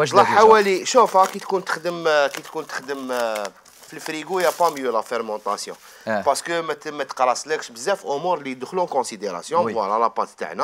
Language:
Algerian Arabic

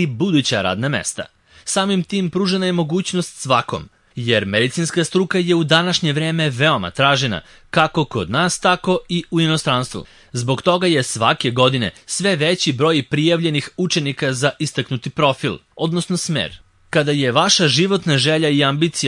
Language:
Serbian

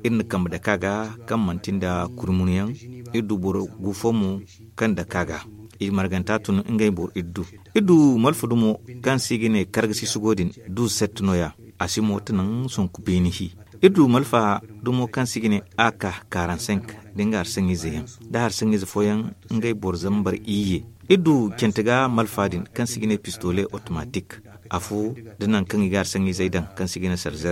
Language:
Zarma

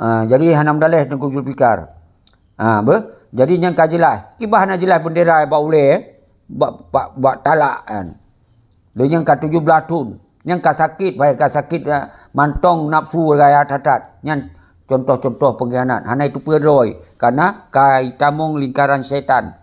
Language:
Achinese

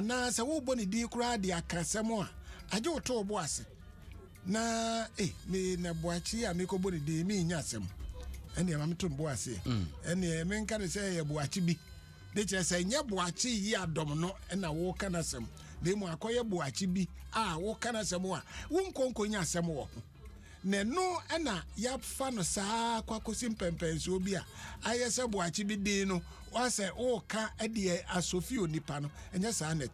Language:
Akan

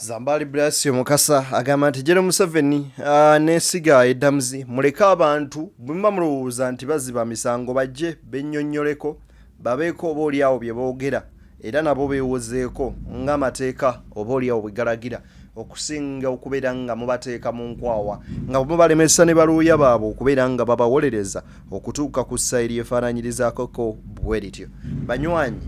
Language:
Ganda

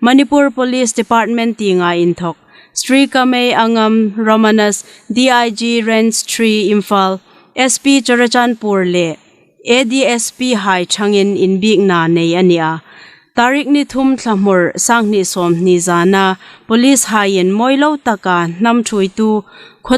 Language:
Hmar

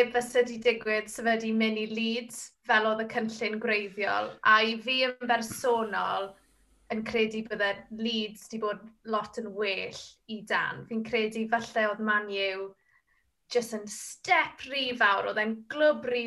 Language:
Welsh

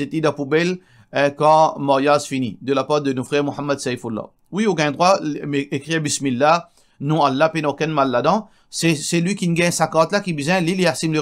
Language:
Morisyen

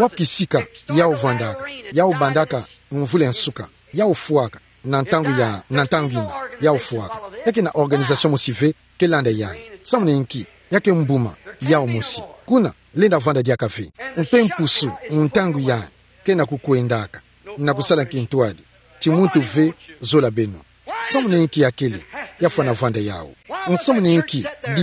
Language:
Kituba (Democratic Republic of Congo)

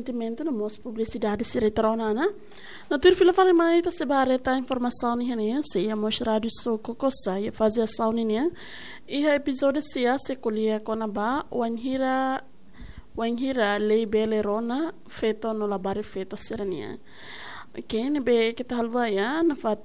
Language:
Tetum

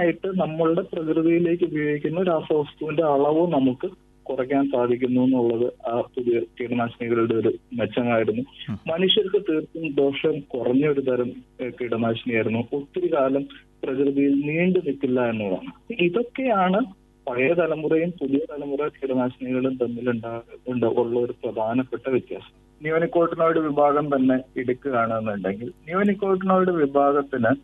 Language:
Malayalam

